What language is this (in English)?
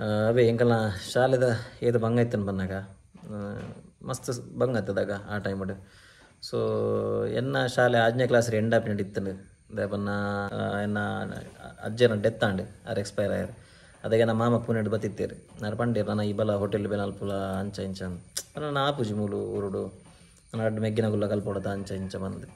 Tulu